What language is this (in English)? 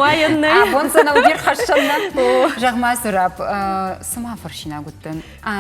Ossetic